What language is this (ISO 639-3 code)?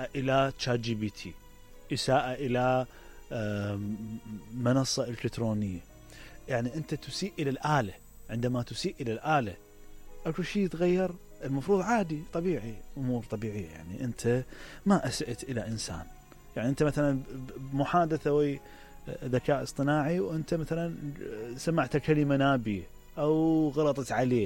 acm